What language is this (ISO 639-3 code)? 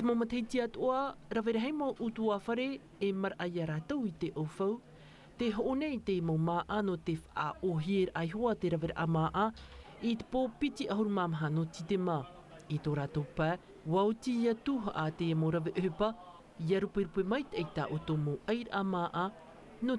tah